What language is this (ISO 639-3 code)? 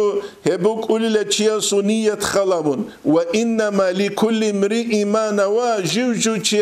ava